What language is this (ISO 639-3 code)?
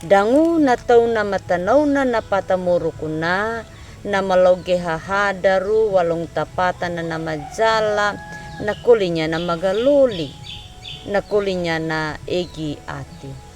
akg